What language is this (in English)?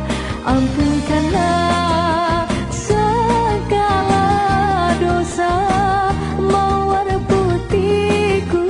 Malay